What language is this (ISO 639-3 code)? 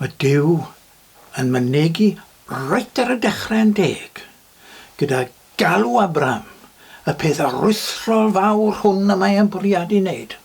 cym